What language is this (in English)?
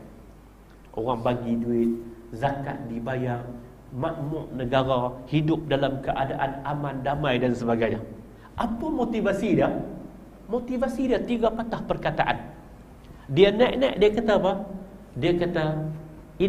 Malay